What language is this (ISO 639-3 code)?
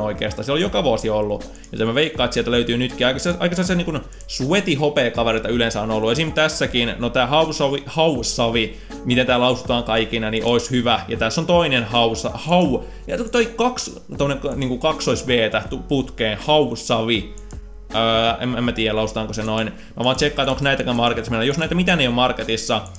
fin